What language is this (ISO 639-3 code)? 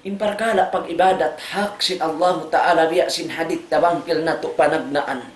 tsg